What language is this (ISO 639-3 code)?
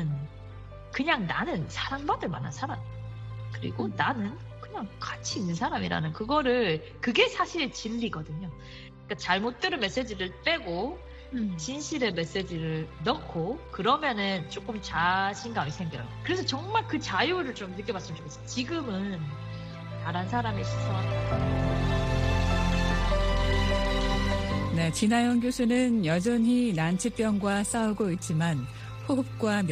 kor